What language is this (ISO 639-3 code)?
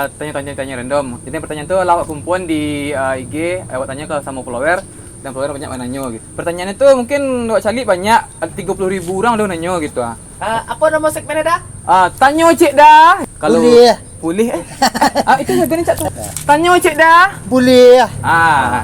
min